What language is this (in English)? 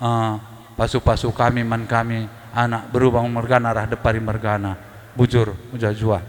Batak Karo